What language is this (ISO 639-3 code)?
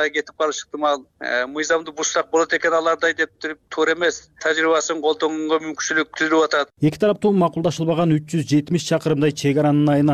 kir